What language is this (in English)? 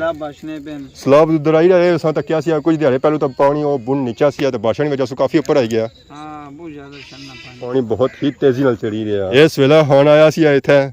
Pahari-Potwari